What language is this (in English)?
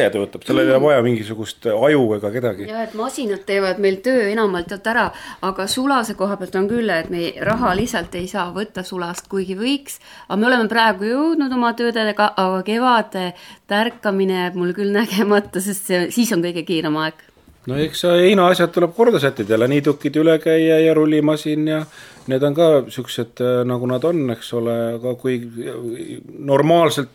Estonian